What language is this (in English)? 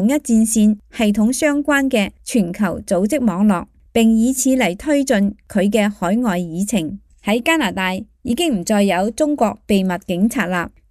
Cantonese